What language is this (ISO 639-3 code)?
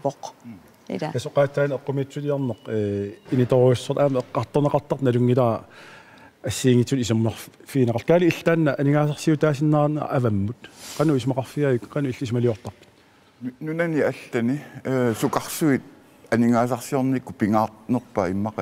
kal